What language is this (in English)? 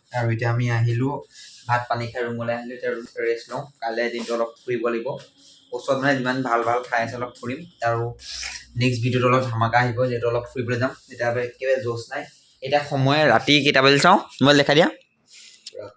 Assamese